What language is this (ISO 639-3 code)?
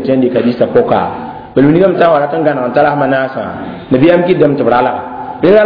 mos